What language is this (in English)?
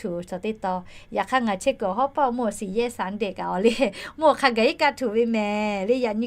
Lahu